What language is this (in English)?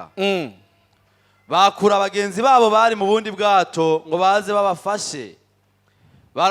Rundi